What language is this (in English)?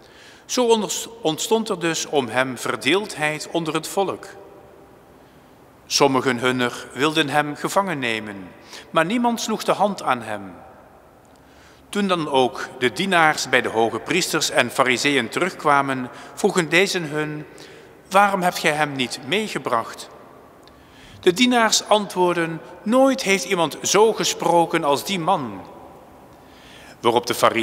Dutch